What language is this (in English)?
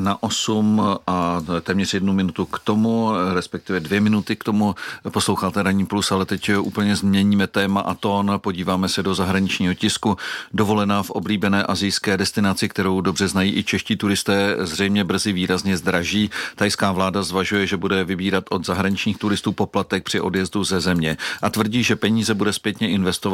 Czech